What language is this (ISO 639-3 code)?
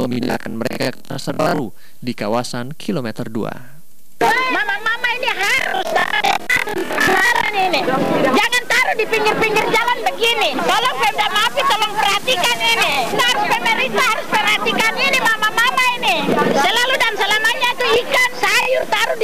ind